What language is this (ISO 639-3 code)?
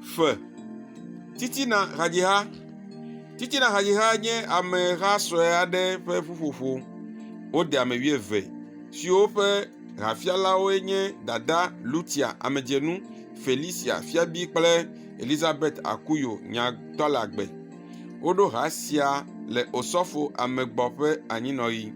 ewe